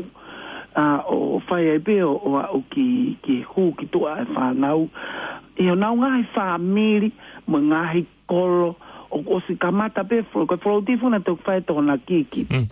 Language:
Tongan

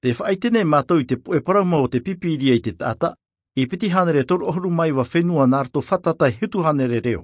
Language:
Tahitian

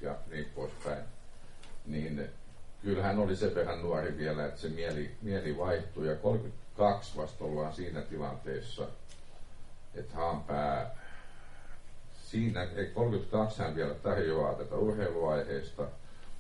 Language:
Finnish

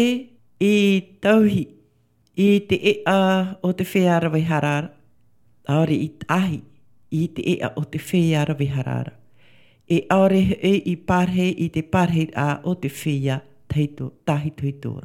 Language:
Tahitian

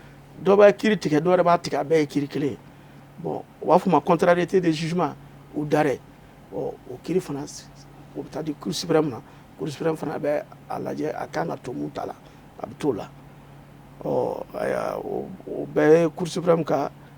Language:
Bambara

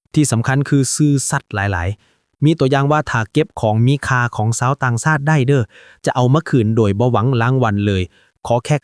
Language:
Lao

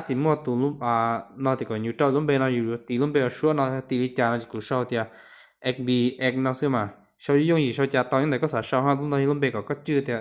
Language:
Hmong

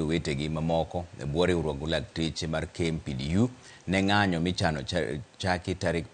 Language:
Luo (Kenya and Tanzania)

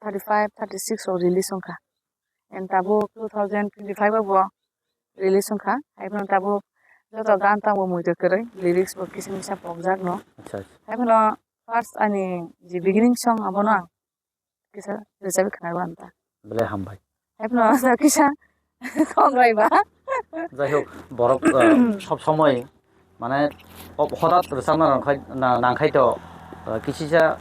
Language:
Kok Borok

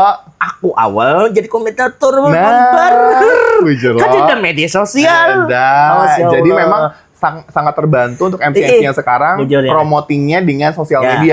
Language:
Banjar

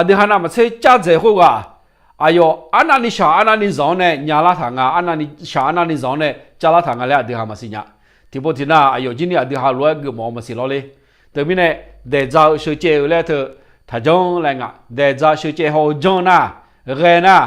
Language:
Akha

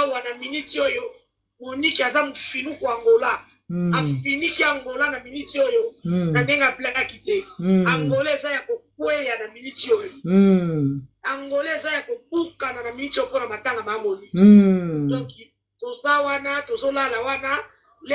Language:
Lingala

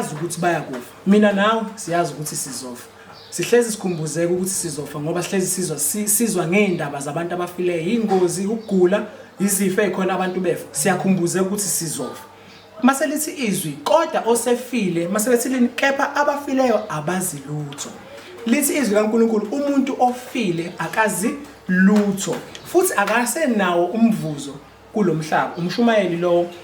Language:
Zulu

